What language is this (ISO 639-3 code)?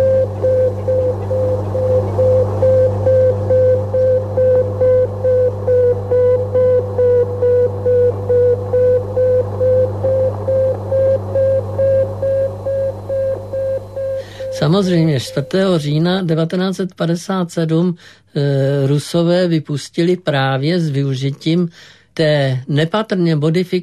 ces